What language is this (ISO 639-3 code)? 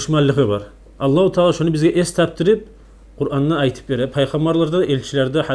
kum